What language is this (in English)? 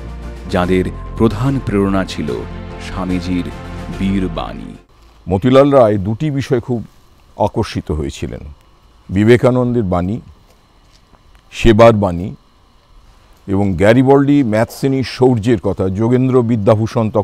Bangla